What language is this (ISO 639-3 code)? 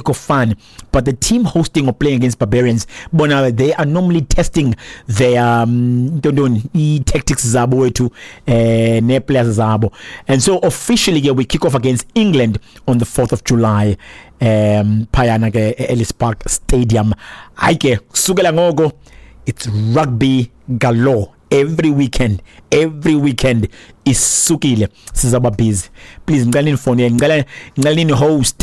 xho